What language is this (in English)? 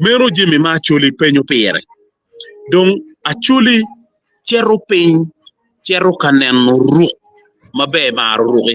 Acoli